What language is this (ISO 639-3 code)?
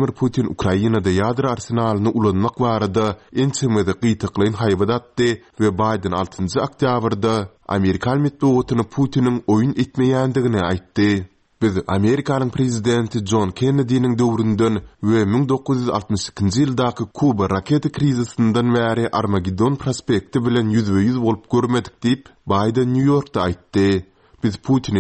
tuk